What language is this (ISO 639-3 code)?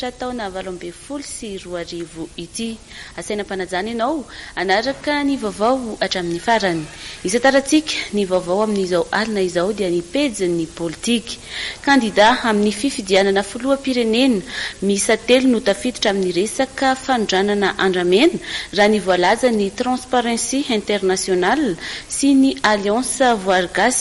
mlg